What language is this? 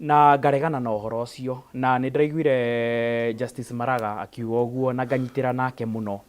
Kikuyu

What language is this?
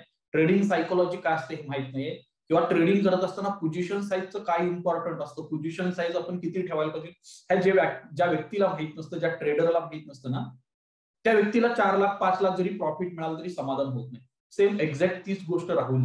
Marathi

